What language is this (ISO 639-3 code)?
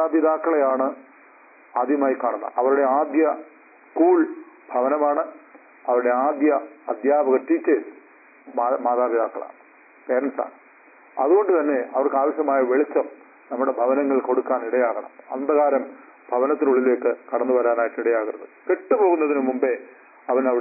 mal